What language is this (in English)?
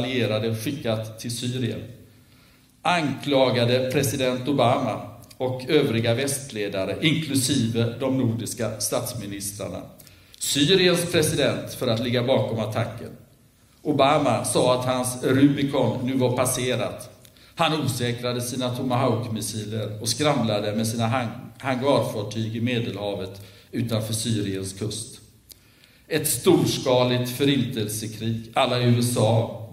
Swedish